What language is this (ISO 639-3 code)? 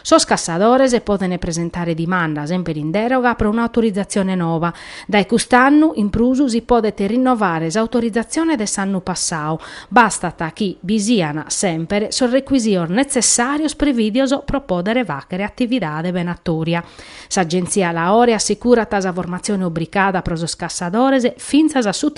srd